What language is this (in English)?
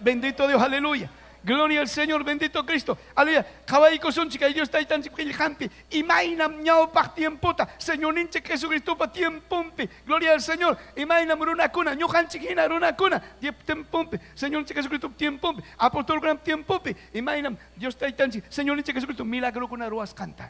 Ayacucho Quechua